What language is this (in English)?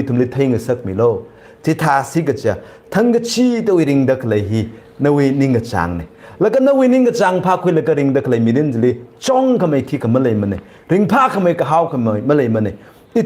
Tangkhul Naga (India)